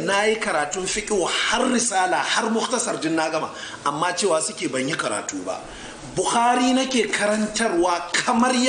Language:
Hausa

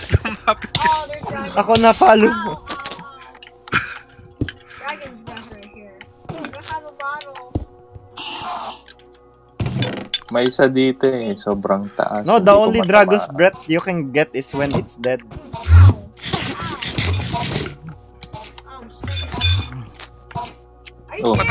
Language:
Filipino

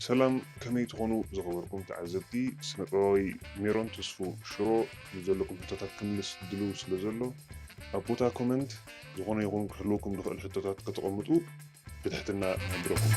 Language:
Tigrinya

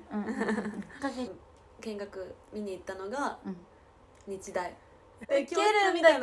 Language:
Japanese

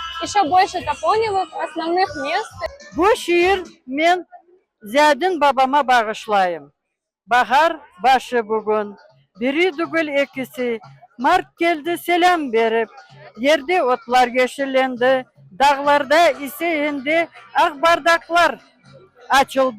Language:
Crimean Tatar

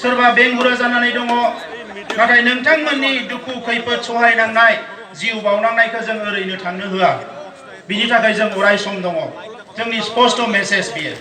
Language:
Bodo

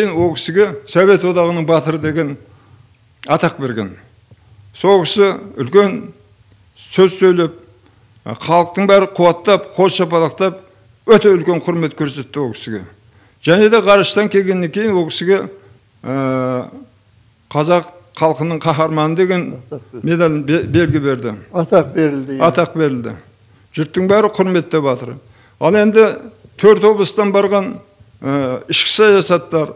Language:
Kazakh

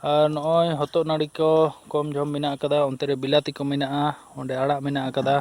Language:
Santali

